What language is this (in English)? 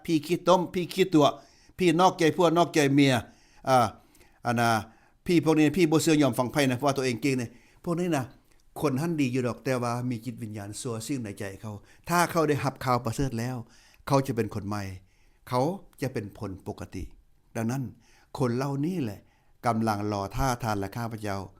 Lao